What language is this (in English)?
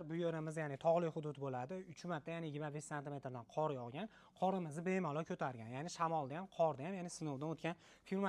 Uzbek